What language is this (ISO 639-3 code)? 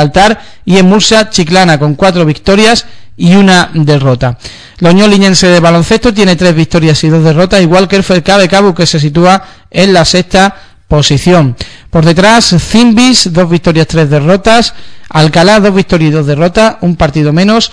spa